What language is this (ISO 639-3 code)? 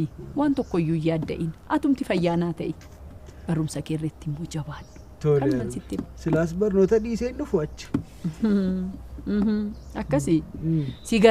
orm